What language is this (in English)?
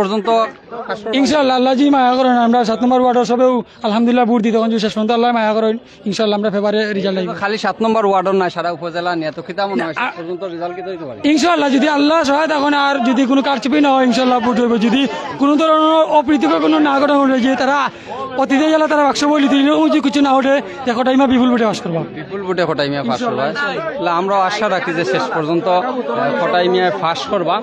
Sylheti